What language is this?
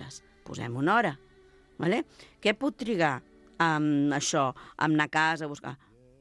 Catalan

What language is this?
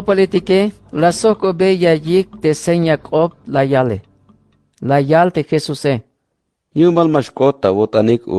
Tzeltal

